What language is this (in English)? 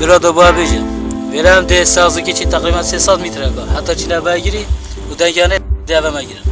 Kurdish